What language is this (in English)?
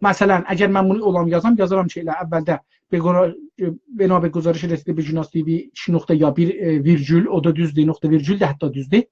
South Azerbaijani